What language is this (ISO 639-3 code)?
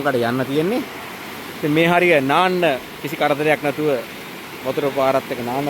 sin